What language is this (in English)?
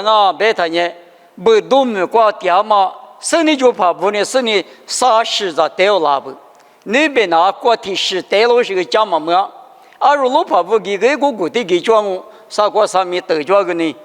Lisu